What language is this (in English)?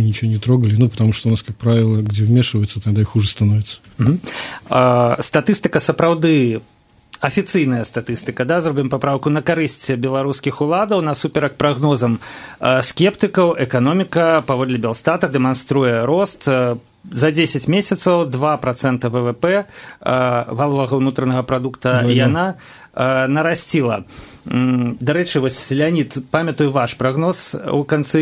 Belarusian